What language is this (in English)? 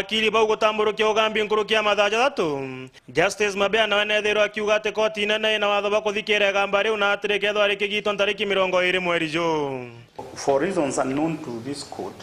Meru